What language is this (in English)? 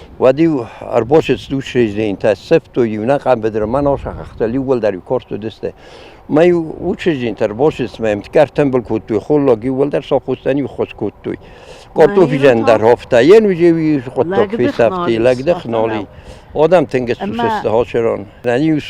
Ossetic